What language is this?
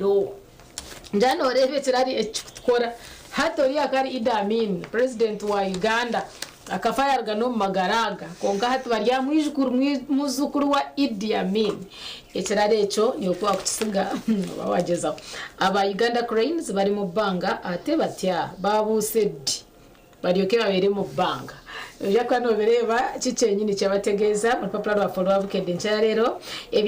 Nyankole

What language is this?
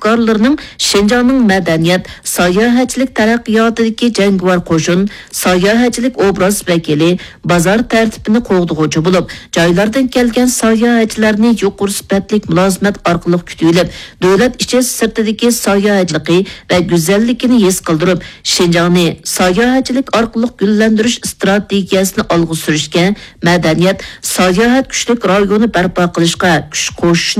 Uyghur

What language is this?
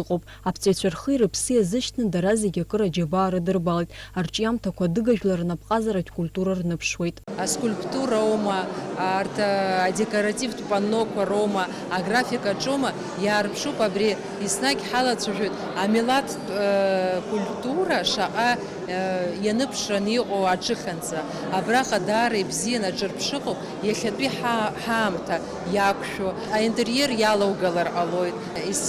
Abkhazian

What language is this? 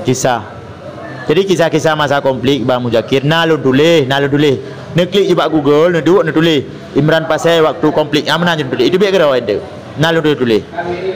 Achinese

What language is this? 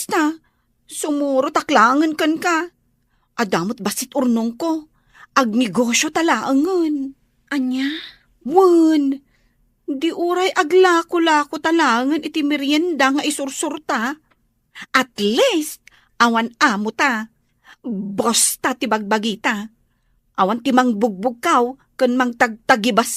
Iloko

